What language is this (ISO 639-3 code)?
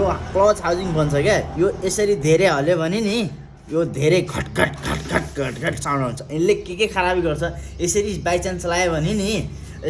nep